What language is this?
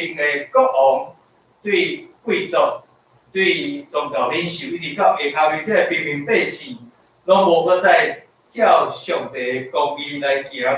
Min Nan Chinese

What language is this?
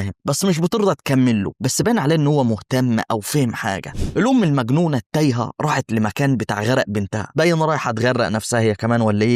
Egyptian Arabic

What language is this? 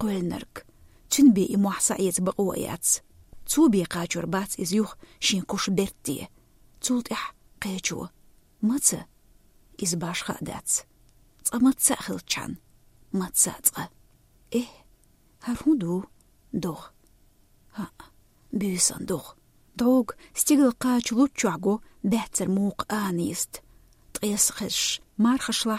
Chechen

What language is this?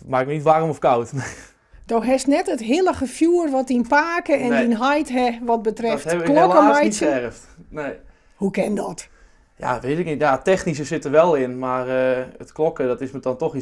Western Frisian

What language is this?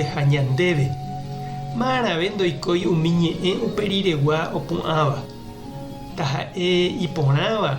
Guarani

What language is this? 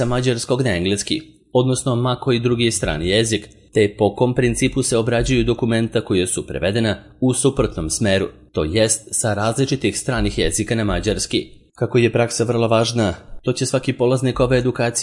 Serbian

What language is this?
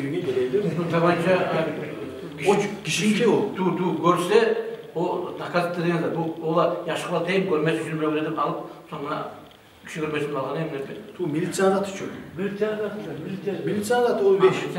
Kumyk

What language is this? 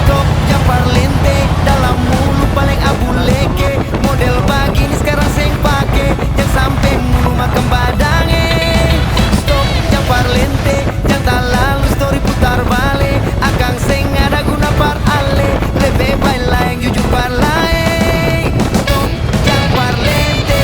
Ambonese Malay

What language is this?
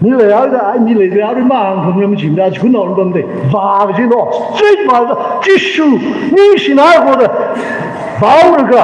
Tangkhul Naga (India)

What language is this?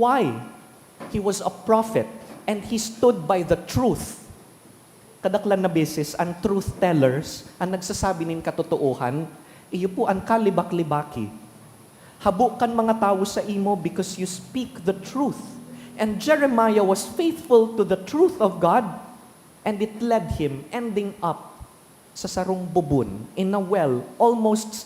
Bikol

